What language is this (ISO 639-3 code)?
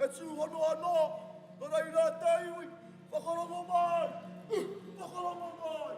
mri